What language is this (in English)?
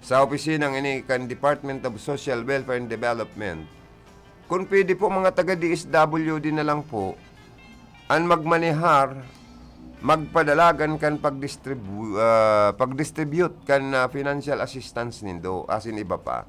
Bikol